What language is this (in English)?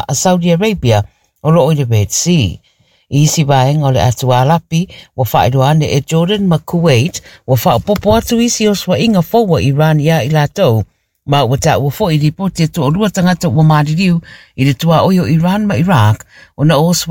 Samoan